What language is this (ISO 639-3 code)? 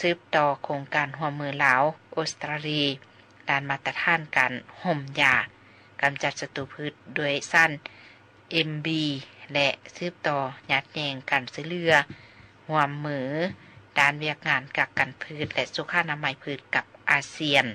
lao